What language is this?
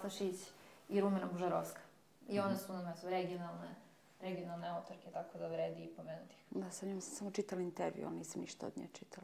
Serbian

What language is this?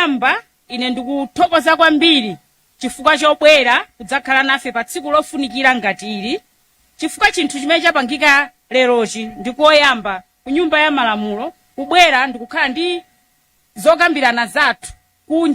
Nyanja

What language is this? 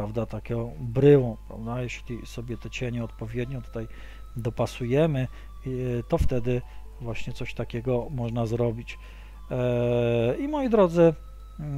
Polish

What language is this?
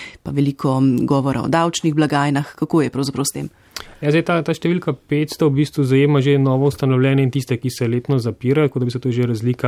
Slovenian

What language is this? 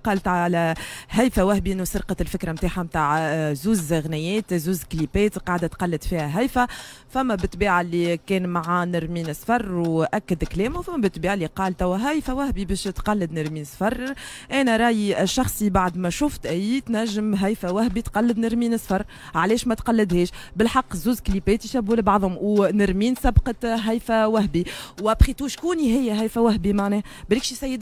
Tunisian Arabic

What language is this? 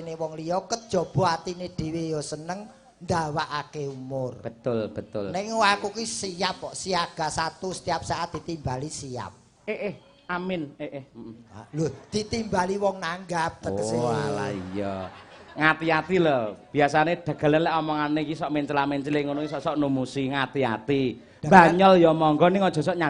Javanese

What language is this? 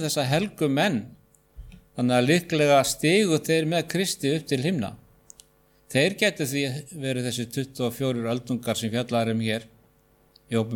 Icelandic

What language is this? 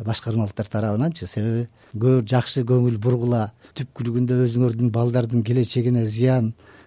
Kyrgyz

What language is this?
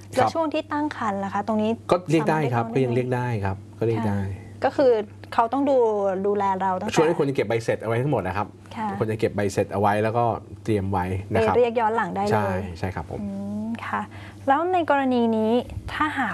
Thai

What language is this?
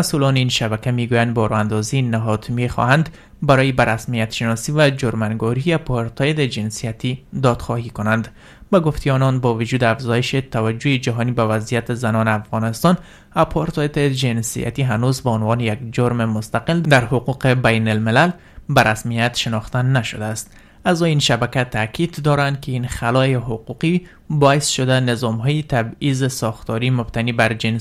Persian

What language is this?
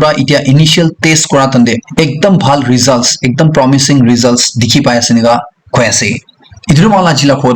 Naga Pidgin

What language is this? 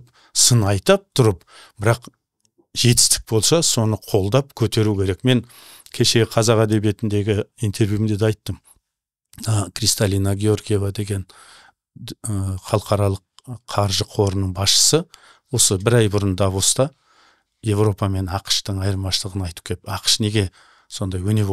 Kazakh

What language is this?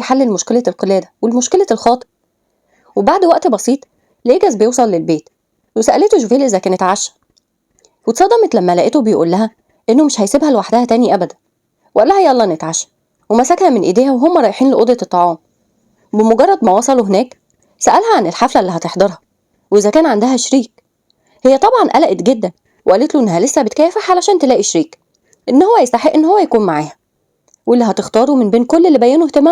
Egyptian Arabic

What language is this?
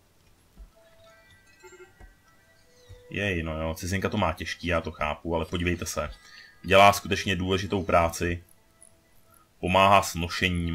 Czech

